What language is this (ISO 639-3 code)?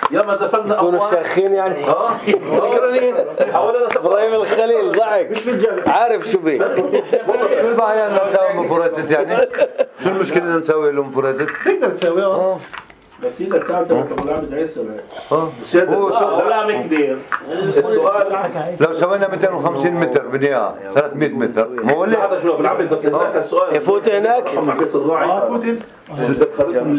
apc